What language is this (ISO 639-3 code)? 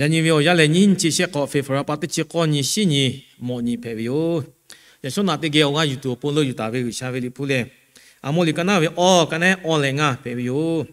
lhu